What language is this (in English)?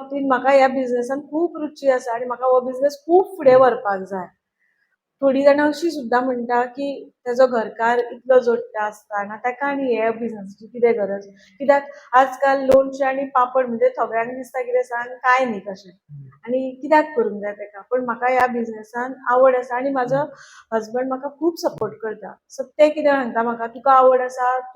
Konkani